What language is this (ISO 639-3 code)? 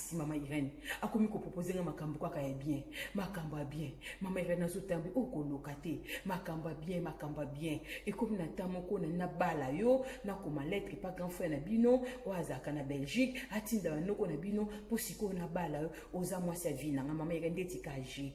lin